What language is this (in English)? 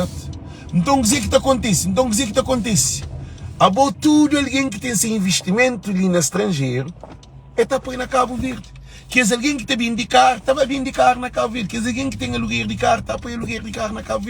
Kabuverdianu